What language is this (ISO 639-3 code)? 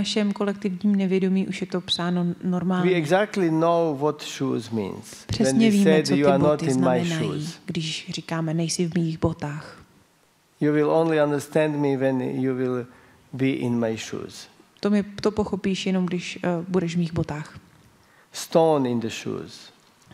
ces